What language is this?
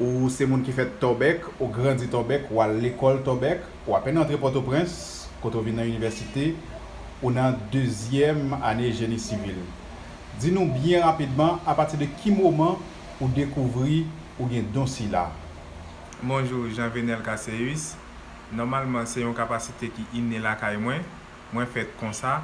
Haitian Creole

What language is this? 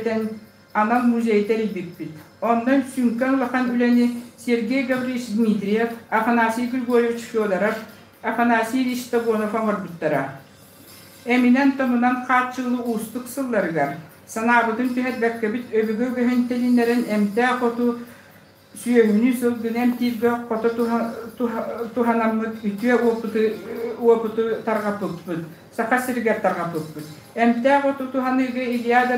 Yakut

